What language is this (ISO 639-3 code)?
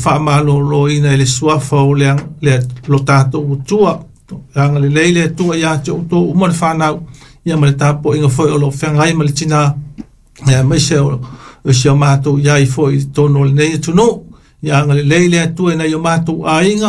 smo